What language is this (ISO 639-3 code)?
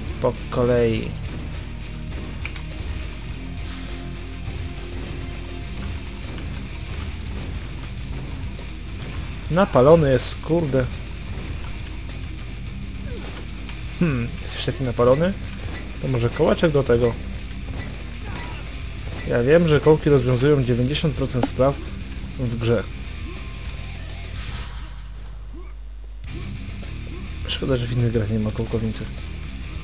pol